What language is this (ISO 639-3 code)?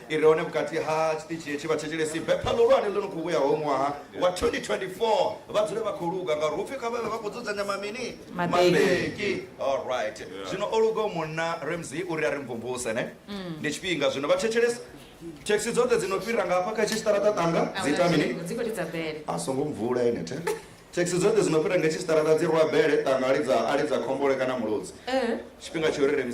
ven